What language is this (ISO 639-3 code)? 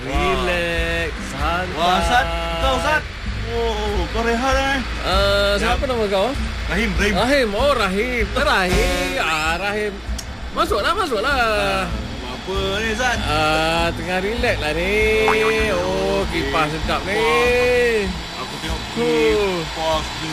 msa